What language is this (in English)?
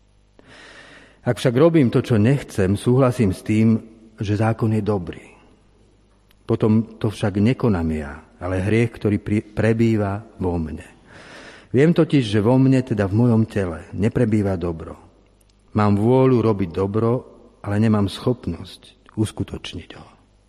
Slovak